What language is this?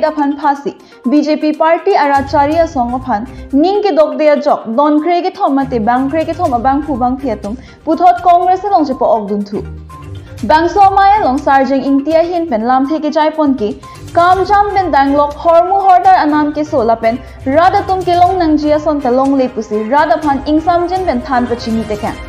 Karbi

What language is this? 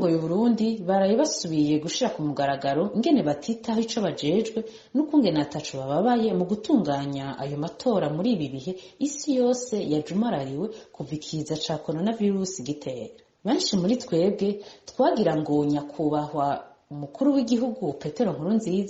Rundi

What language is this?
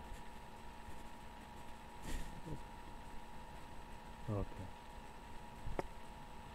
English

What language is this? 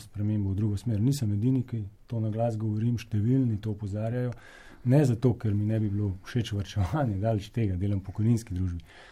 Slovenian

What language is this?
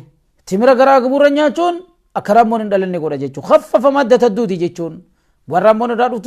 Oromo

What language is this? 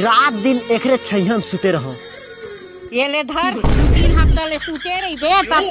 Chhattisgarhi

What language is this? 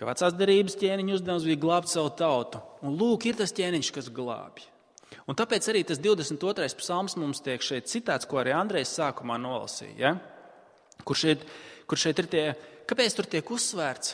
Latvian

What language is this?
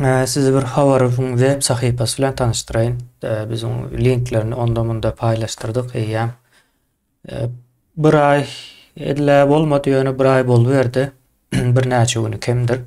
Turkmen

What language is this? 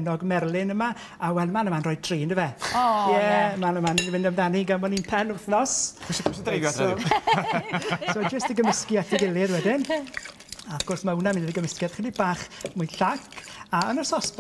Welsh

